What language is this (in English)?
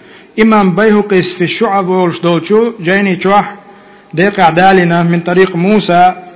Chechen